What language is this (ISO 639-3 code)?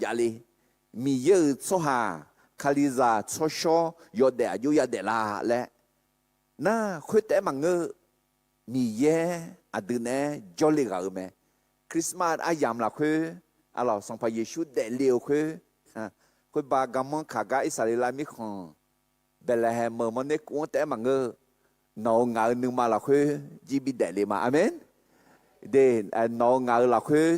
ahk